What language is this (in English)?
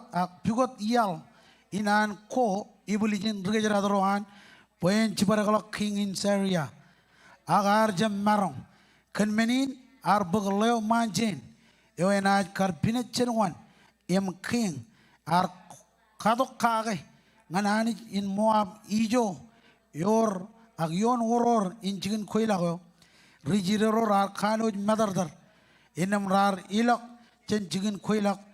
Marshallese